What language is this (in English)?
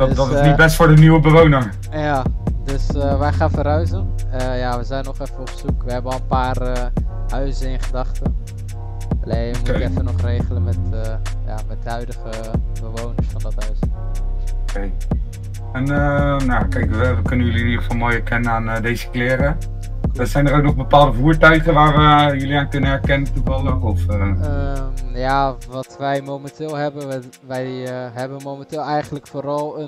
Dutch